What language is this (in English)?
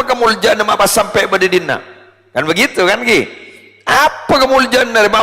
Madurese